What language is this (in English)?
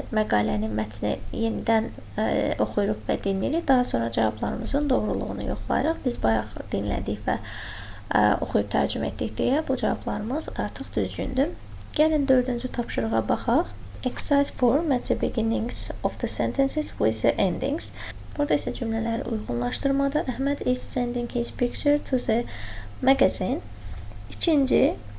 Azerbaijani